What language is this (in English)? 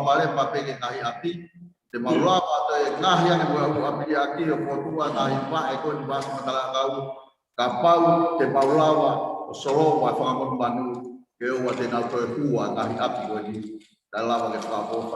Tongan